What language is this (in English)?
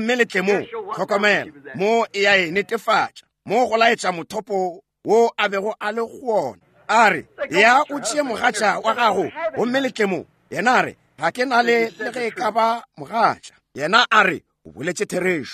Northern Sotho